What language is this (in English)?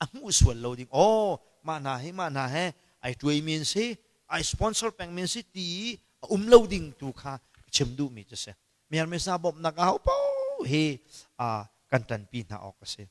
Hakha Chin